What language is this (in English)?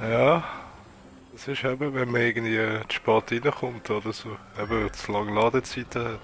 Swiss German